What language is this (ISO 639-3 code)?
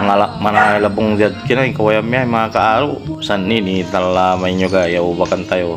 pag